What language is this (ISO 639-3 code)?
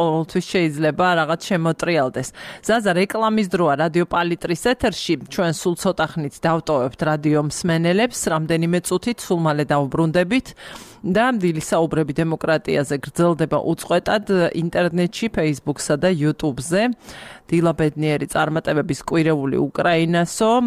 kat